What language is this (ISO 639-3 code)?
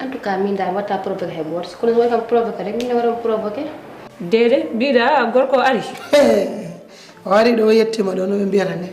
ful